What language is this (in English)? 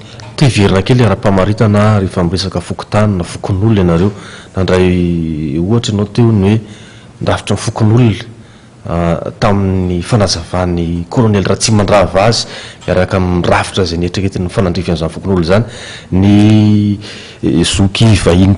Malagasy